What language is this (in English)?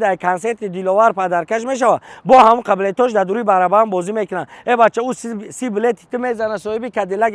Tajik